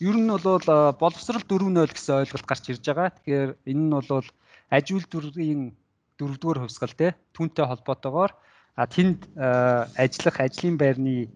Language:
Mongolian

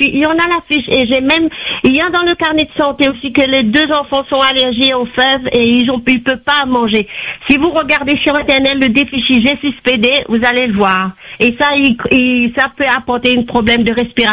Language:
French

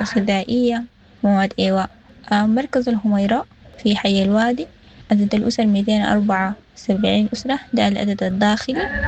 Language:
Sudanese Arabic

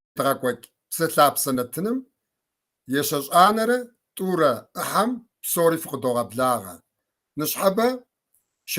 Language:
Kabardian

